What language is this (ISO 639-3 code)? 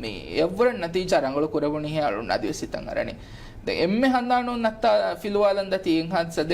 div